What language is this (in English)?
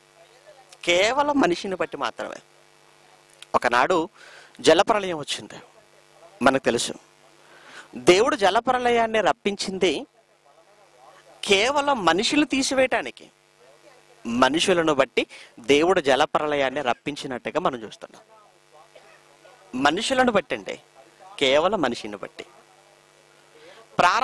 Telugu